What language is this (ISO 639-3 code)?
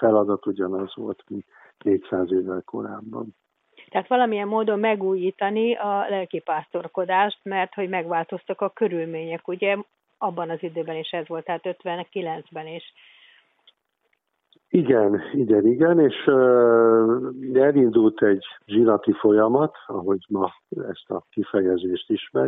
hun